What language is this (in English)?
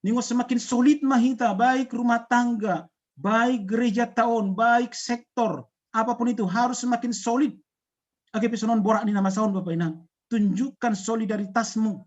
Batak Simalungun